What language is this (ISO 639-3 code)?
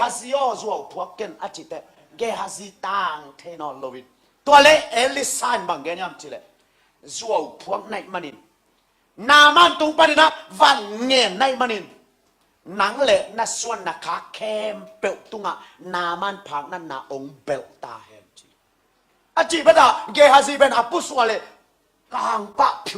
ctd